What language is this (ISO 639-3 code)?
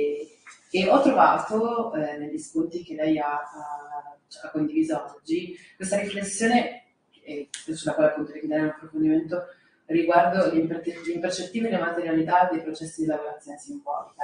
ita